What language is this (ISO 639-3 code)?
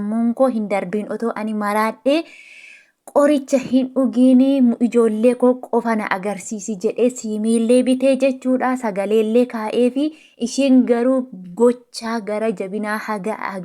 orm